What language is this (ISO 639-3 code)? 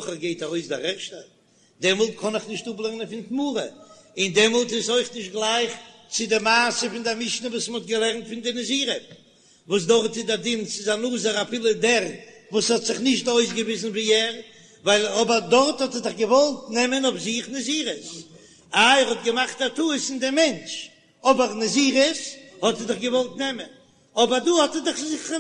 yid